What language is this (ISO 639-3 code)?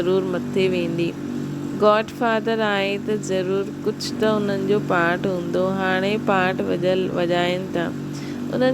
snd